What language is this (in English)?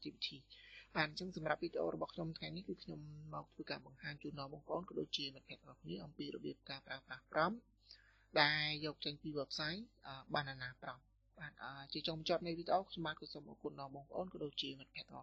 Khmer